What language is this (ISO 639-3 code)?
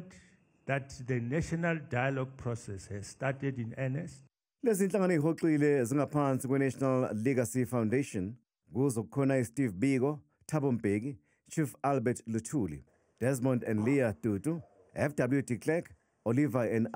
zul